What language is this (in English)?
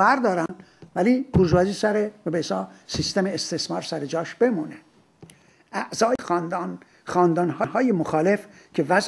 Persian